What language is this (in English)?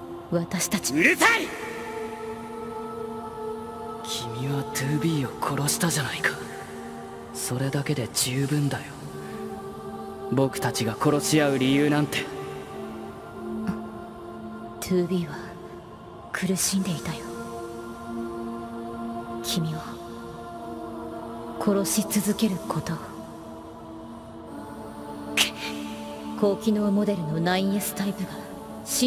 Japanese